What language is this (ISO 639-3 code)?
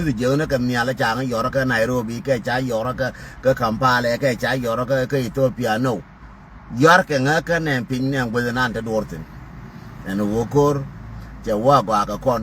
nus